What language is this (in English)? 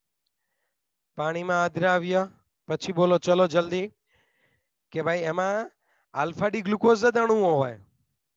Gujarati